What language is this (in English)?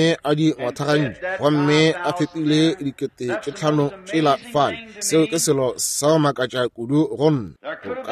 Northern Sotho